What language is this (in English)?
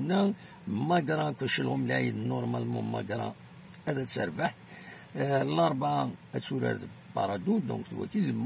Kabyle